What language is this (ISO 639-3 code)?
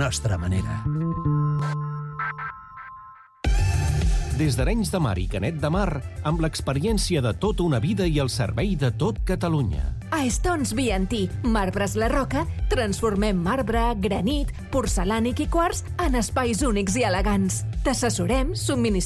cat